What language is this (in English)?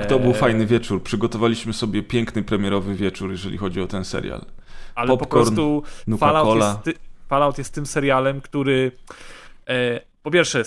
Polish